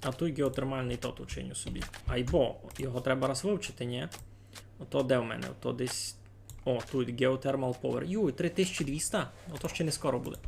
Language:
Rusyn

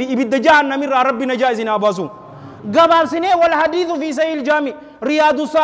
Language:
Oromo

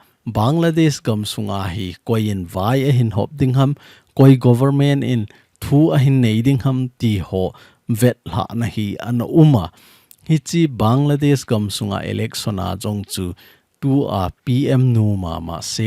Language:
Thado Chin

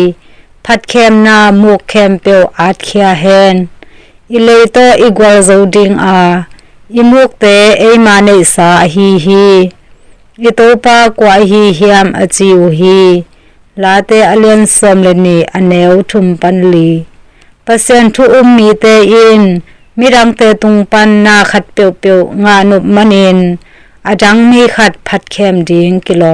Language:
Tedim Chin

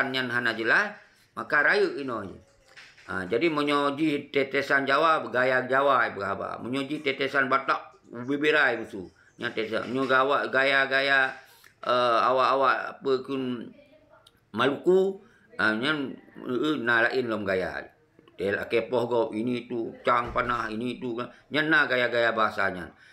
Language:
Achinese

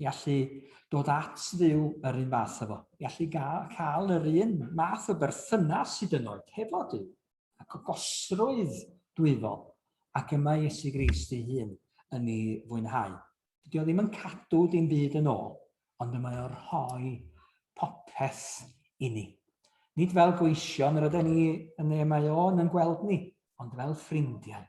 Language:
Welsh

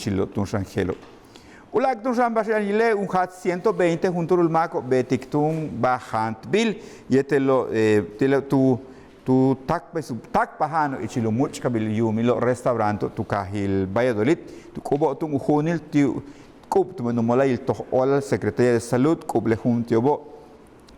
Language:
Yucateco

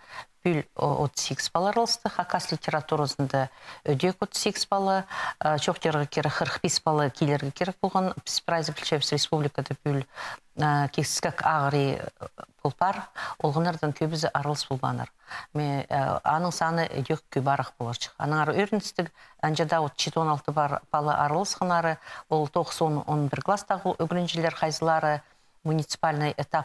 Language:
Khakas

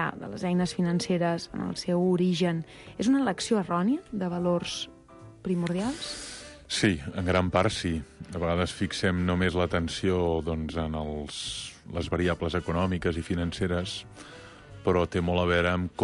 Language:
Catalan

